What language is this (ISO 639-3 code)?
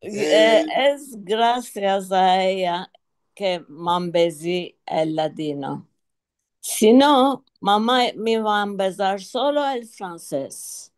lad